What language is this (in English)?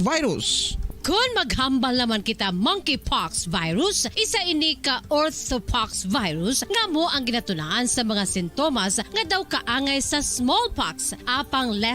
Hiligaynon